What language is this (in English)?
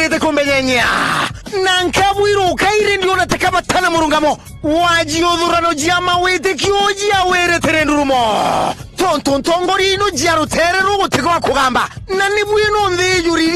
Meru